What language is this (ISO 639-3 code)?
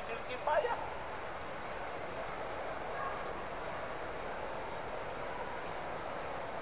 msa